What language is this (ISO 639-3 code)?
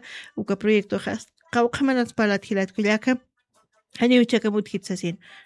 aym